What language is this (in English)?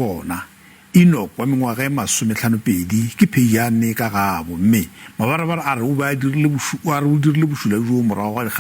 Northern Sotho